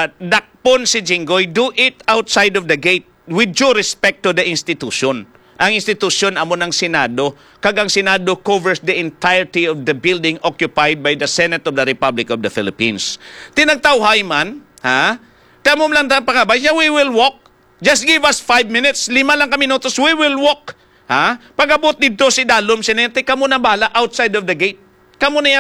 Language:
Hiligaynon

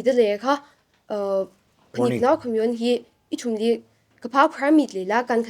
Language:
Tangkhul Naga (India)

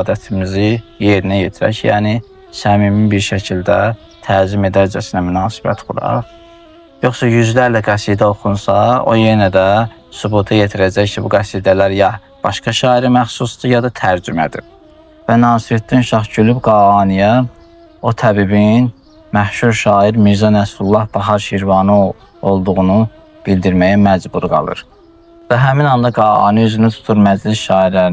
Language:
Azerbaijani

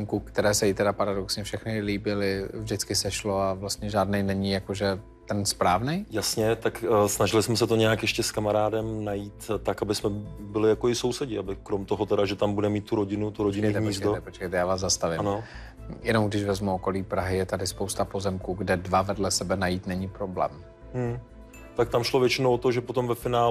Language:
Czech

